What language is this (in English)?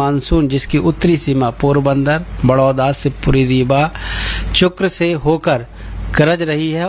Hindi